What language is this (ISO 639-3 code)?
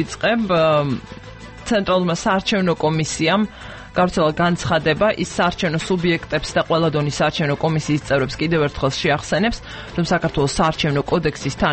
kat